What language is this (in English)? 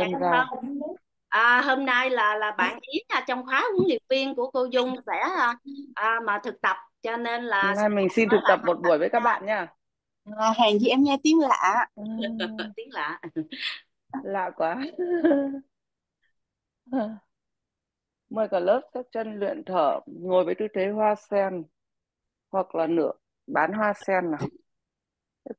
Vietnamese